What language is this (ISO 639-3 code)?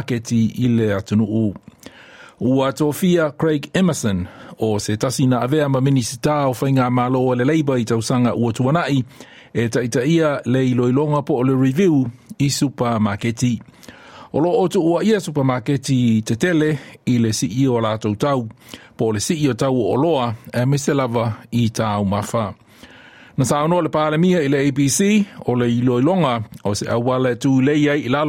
smo